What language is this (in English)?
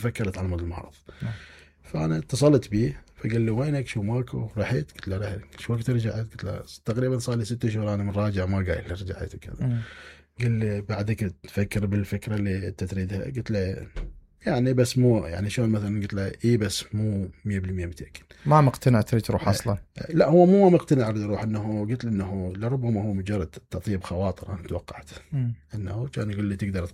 Mesopotamian Arabic